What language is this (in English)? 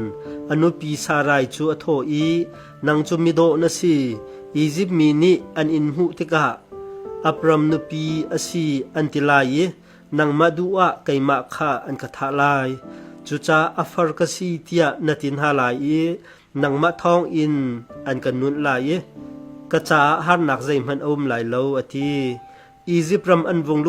Hakha Chin